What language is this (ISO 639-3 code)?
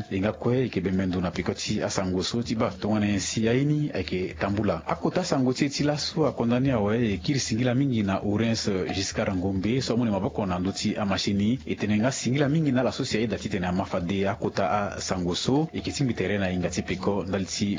sag